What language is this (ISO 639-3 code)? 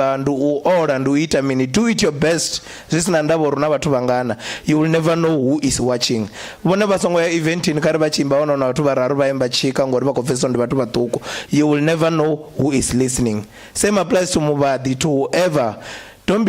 ven